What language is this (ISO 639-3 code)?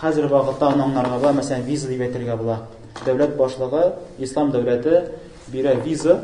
tat